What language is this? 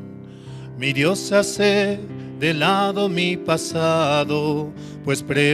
South Bolivian Quechua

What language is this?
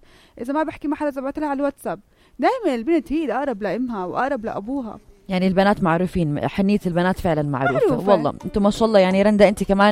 North Levantine Arabic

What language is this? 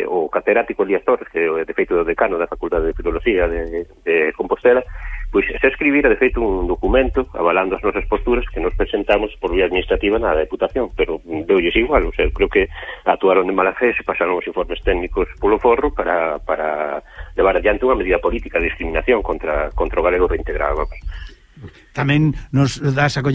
Galician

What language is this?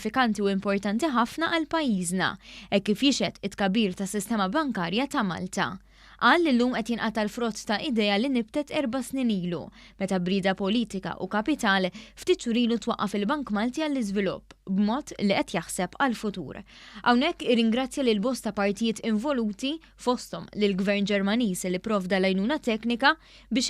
Maltese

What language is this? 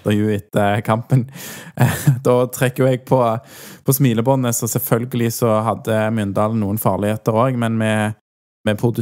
Norwegian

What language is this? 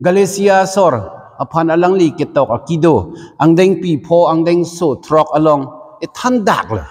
Karbi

